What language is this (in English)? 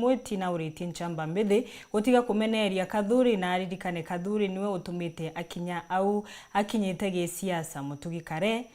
Meru